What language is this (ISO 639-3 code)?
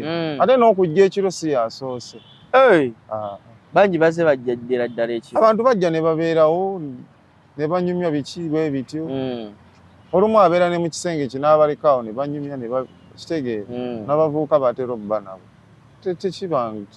lug